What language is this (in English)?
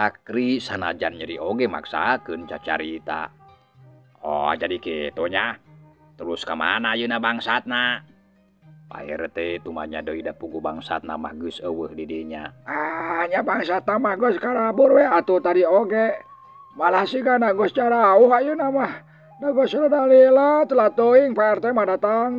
Sundanese